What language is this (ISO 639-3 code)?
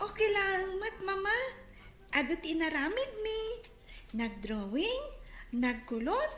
ilo